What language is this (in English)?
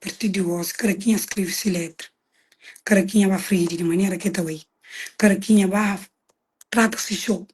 Kabuverdianu